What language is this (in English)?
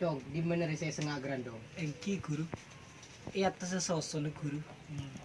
Madurese